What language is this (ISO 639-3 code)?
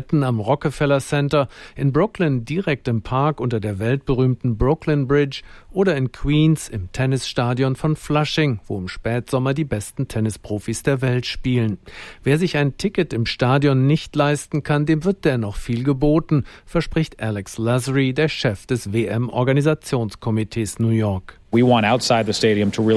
deu